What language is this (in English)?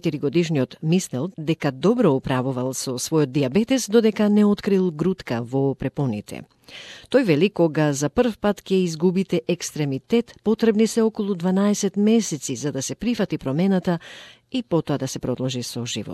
Macedonian